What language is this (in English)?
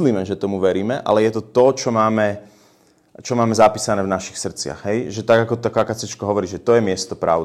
Slovak